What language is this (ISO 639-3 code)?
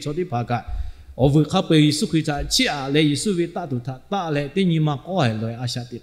lhu